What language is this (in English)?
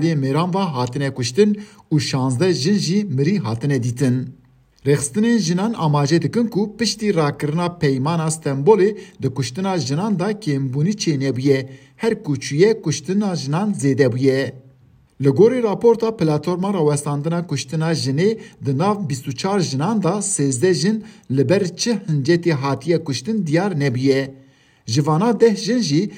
Kurdish